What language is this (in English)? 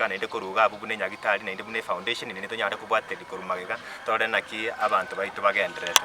Gusii